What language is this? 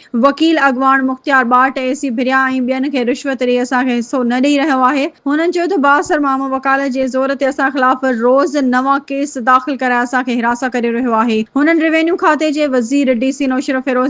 Sindhi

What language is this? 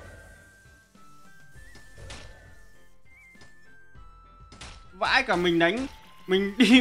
Vietnamese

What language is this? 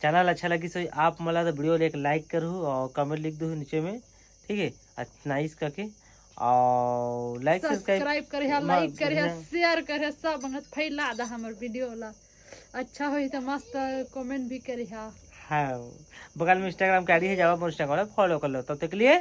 Chhattisgarhi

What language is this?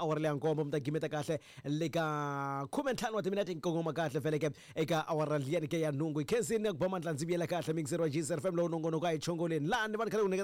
Tsonga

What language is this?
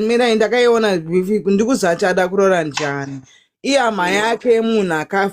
Shona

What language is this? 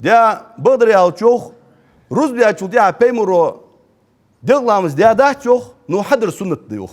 Ingush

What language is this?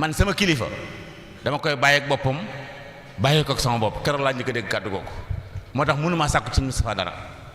Wolof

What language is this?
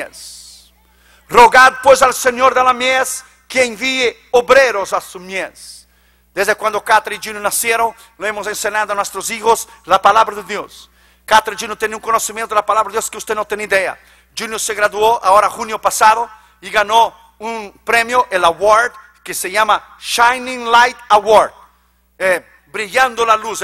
Spanish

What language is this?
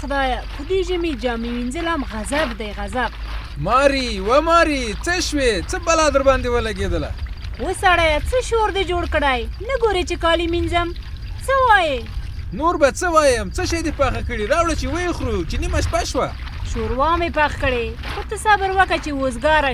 Pashto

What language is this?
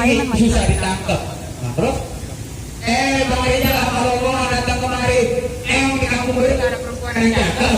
Betawi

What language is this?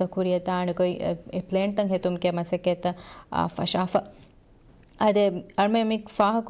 Divehi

